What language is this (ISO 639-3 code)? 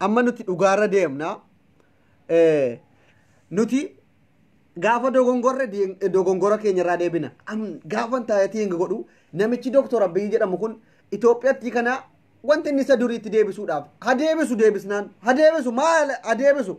orm